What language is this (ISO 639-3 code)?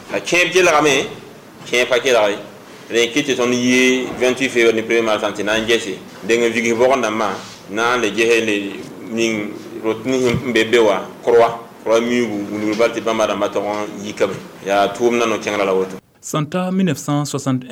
mos